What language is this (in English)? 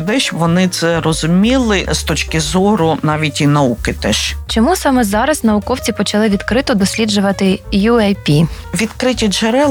Ukrainian